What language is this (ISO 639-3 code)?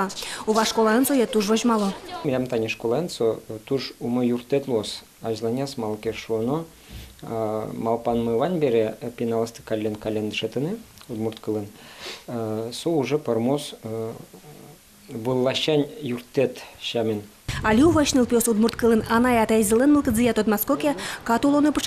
udm